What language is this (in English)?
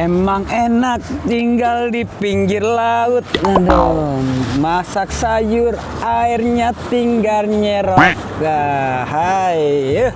Betawi